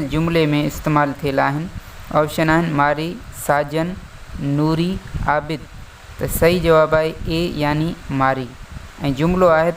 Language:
Sindhi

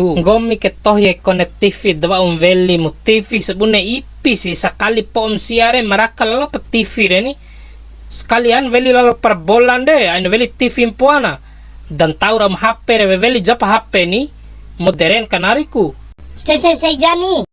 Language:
Bima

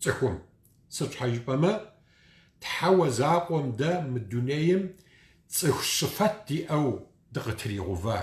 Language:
Kabardian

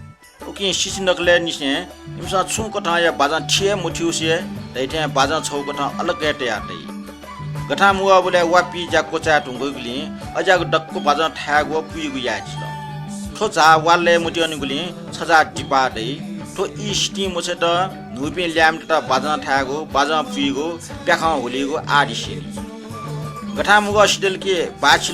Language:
Newari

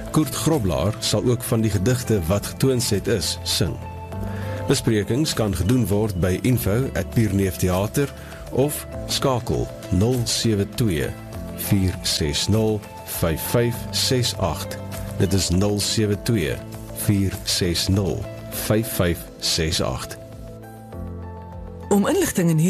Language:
Afrikaans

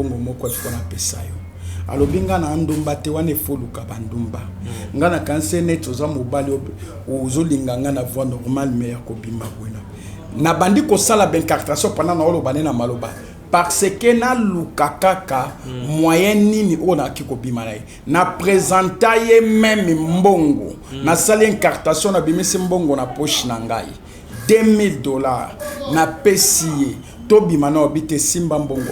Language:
Lingala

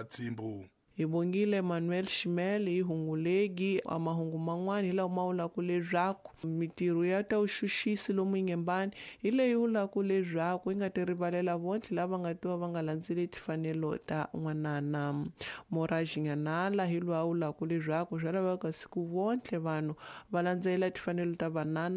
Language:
Tsonga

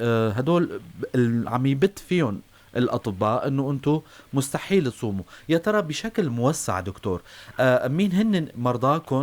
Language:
North Levantine Arabic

